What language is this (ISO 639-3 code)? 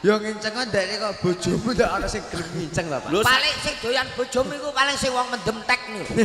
jav